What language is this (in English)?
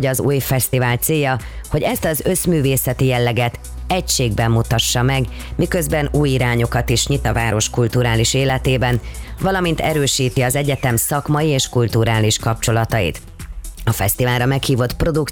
Hungarian